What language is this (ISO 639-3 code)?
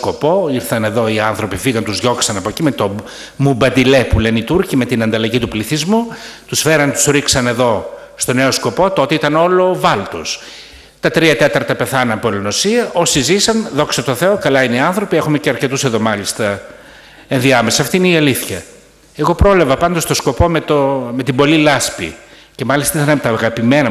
ell